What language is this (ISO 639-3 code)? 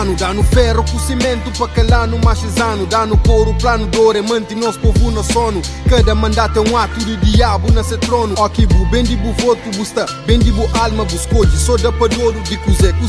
kea